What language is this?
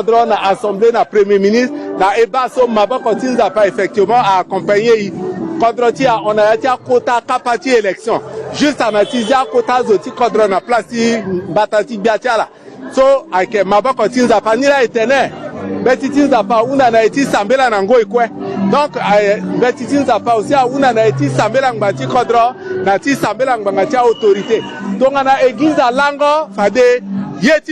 Sango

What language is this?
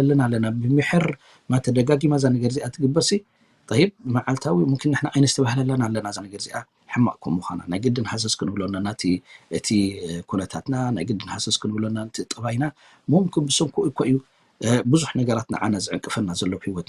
Tigrinya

